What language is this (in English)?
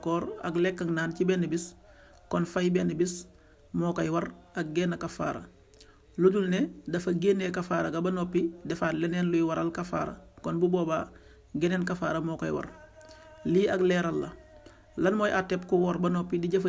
Wolof